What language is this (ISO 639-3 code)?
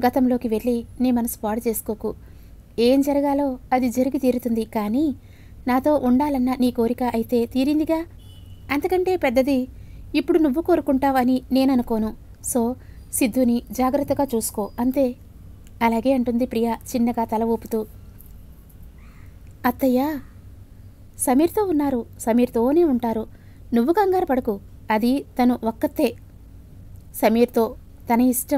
tel